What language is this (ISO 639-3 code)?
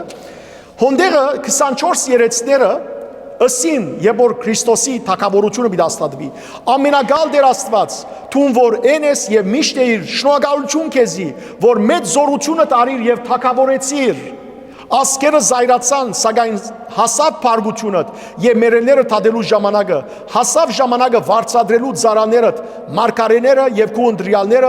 hyw